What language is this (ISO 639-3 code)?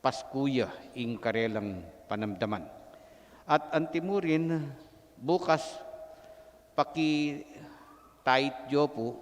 pam